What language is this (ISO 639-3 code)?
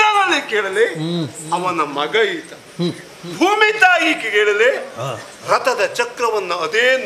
kan